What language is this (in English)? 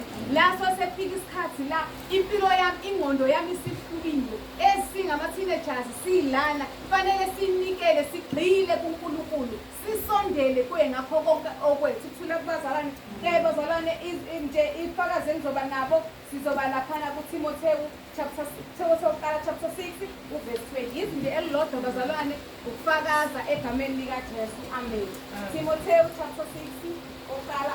Zulu